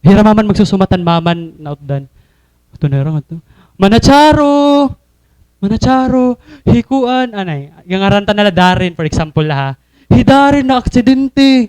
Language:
Waray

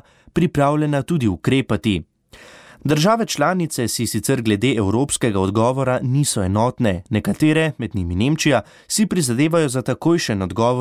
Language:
Slovenian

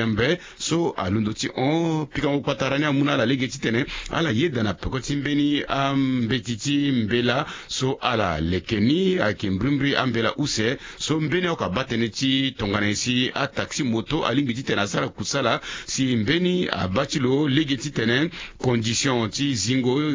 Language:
Sango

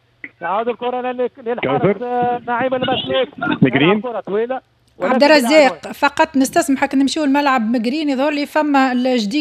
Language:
Tunisian Arabic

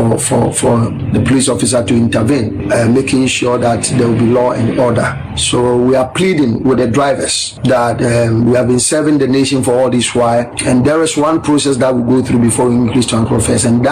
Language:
Akan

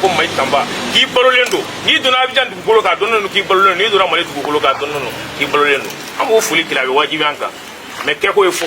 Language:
Bambara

